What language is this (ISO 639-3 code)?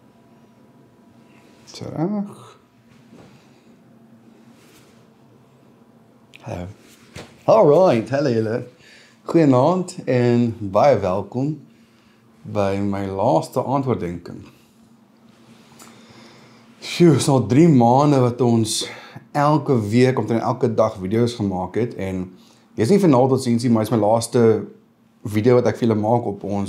afr